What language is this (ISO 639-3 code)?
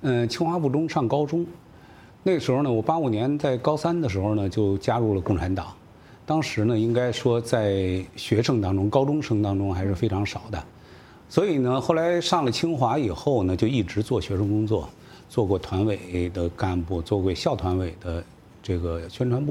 zho